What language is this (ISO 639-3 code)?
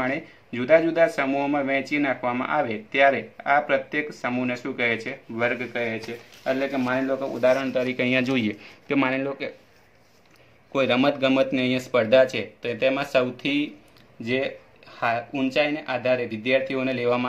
guj